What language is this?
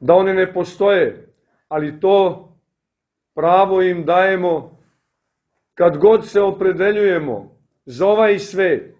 Serbian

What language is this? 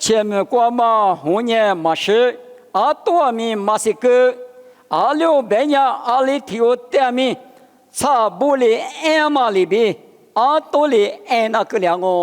Lisu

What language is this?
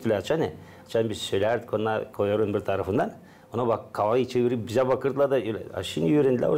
Gagauz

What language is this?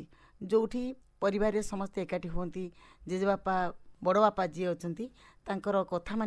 Odia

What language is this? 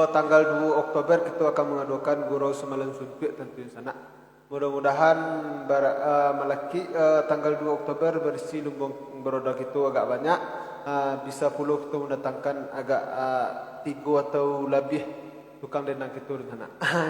Minangkabau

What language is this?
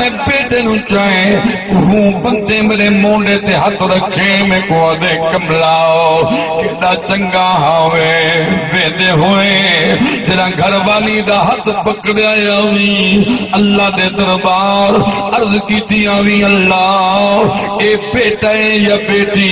Saraiki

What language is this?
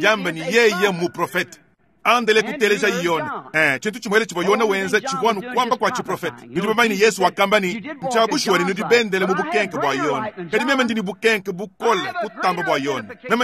Luba-Lulua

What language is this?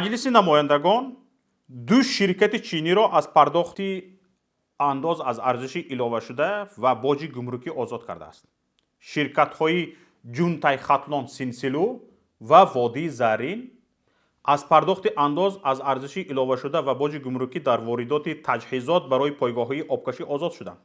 Tajik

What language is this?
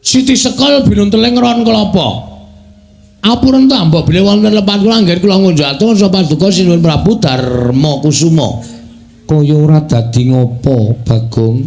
Javanese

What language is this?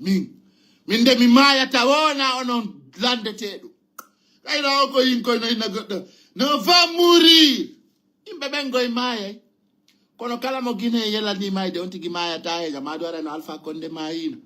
Fula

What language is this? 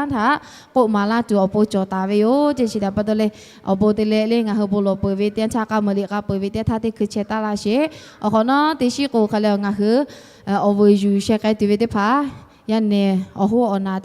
Lahu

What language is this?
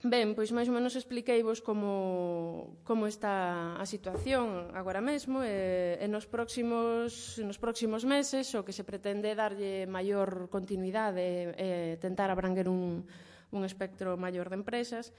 Galician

